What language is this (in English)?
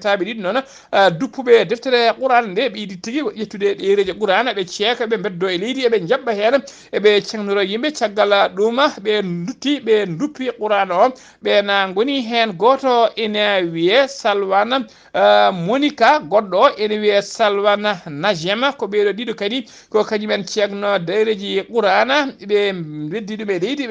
Fula